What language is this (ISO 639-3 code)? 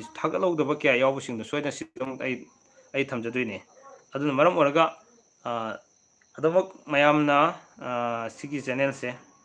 mni